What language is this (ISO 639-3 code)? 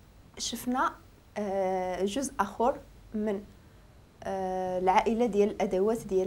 ary